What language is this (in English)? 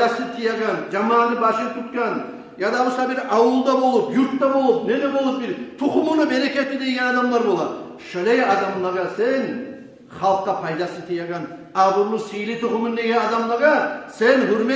Kumyk